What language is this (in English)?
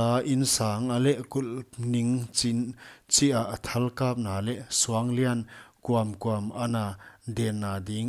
Paite Chin